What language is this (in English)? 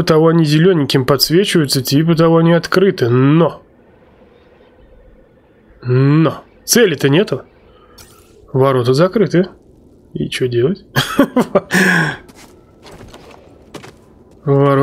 Russian